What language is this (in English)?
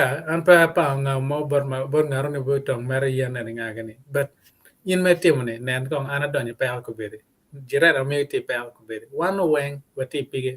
Acoli